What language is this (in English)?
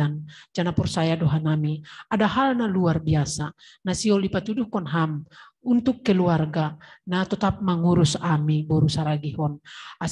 Batak Simalungun